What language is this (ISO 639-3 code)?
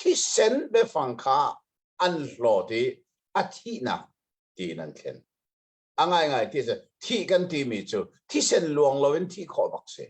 cnh